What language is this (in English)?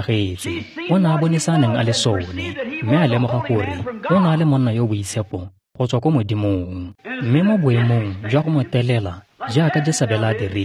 Tswana